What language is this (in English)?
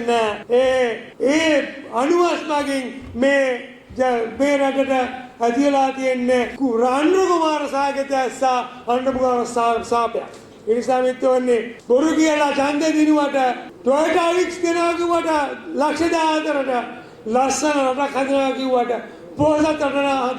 Sinhala